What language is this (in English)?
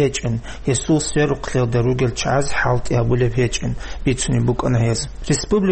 Avaric